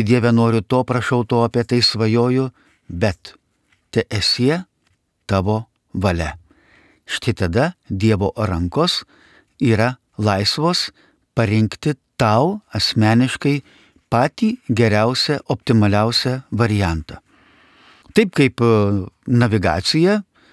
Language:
Lithuanian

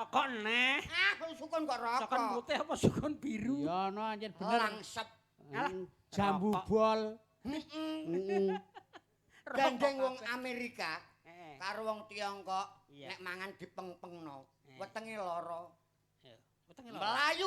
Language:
Javanese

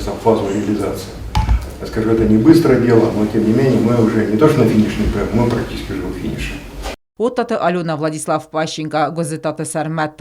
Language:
Ossetic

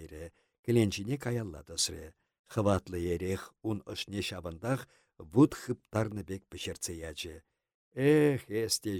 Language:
Chuvash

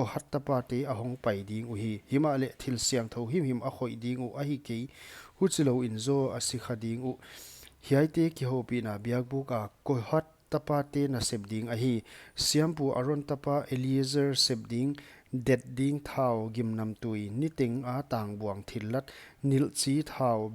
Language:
Paite Chin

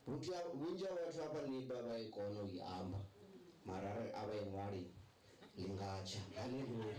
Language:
Venda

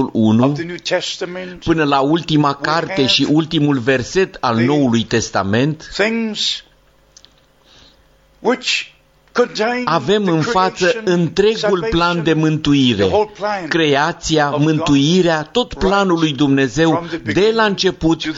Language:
Romanian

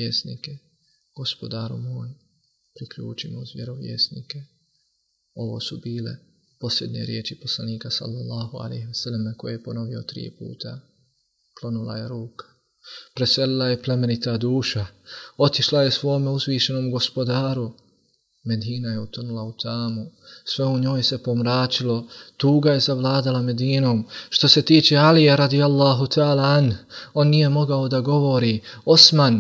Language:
Bosnian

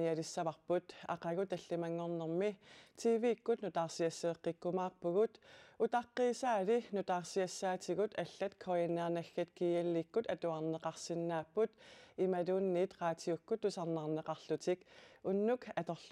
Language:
Kalaallisut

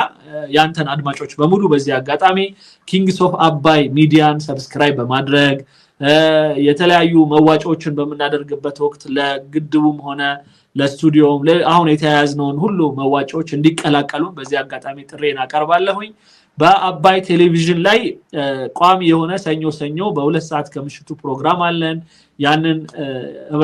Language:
Amharic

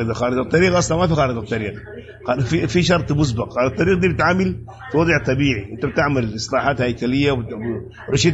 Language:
Sudanese Arabic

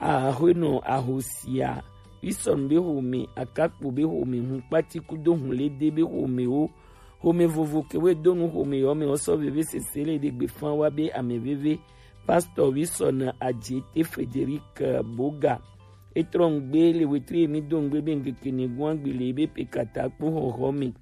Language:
Gen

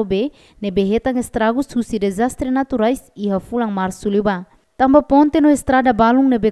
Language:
Tetum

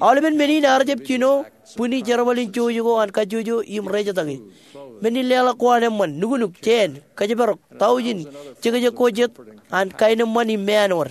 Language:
Marshallese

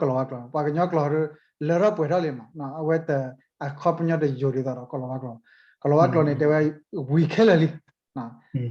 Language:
S'gaw Karen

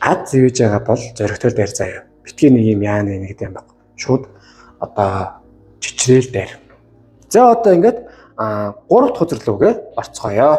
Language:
Mongolian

